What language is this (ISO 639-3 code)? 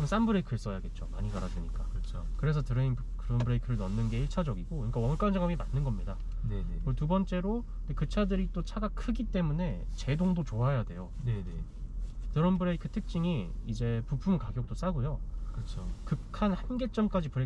kor